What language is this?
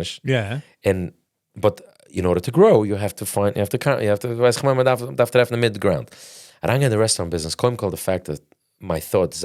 Yiddish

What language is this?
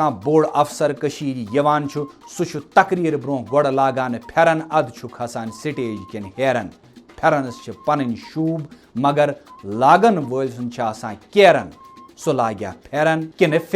Kashmiri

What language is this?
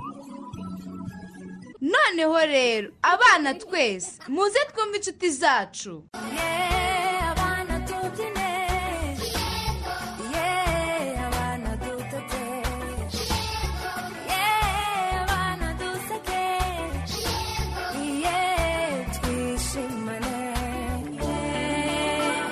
Kinyarwanda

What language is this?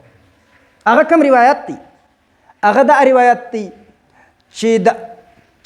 Pashto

